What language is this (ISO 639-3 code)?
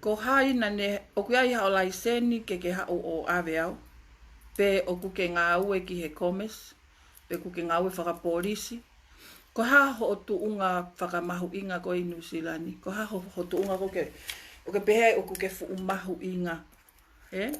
ton